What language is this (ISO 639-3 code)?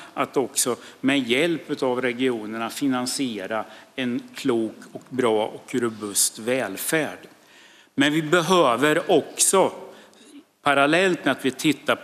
swe